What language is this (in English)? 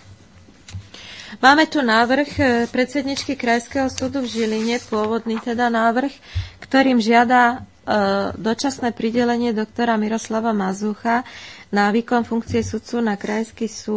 Slovak